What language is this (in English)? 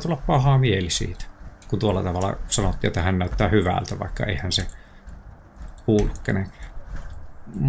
Finnish